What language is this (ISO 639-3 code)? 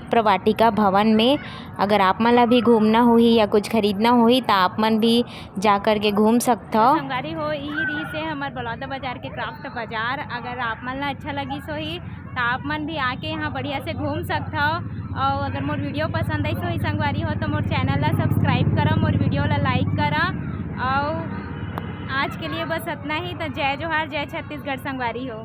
hne